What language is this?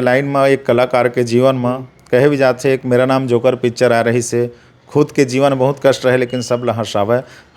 Chhattisgarhi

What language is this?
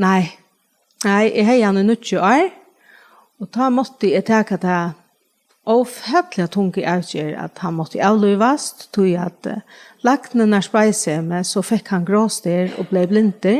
Faroese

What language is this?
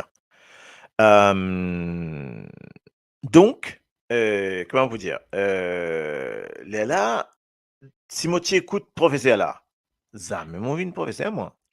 Morisyen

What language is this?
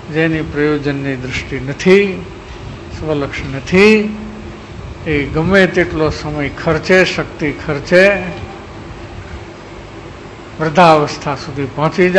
Gujarati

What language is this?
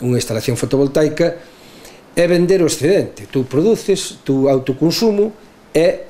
Galician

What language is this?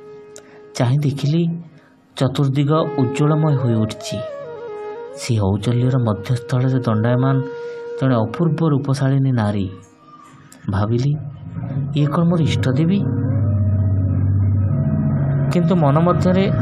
Odia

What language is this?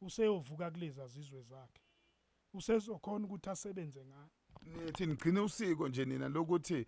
Zulu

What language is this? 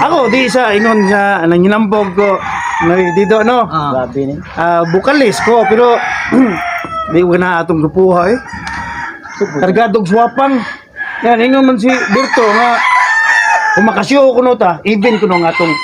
Cebuano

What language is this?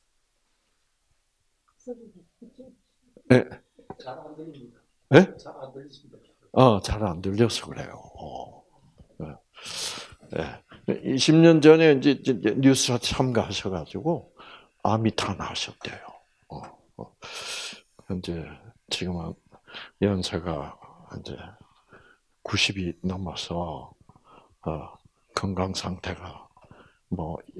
Korean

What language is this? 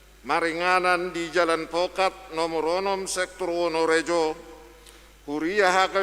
Batak Toba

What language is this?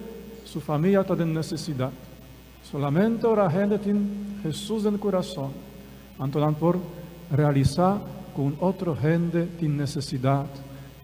Papiamento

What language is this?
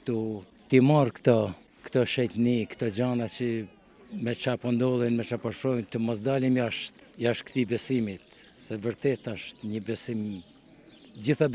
Albanian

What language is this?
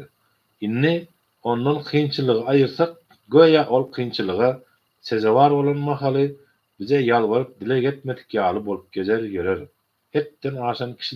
Turkmen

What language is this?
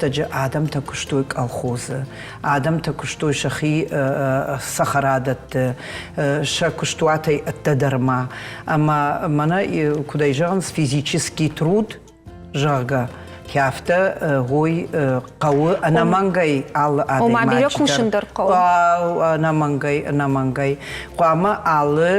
Ossetic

